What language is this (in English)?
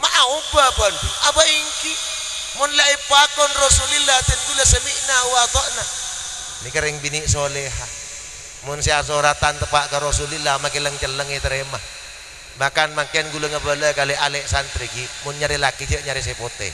Madurese